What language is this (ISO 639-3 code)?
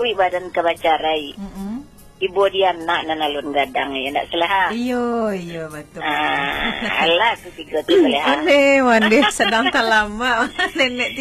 min